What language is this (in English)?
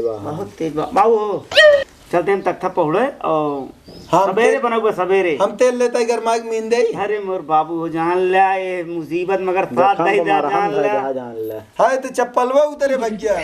Awadhi